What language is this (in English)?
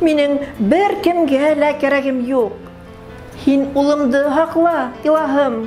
Bashkir